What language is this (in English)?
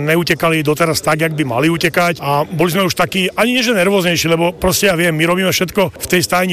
Slovak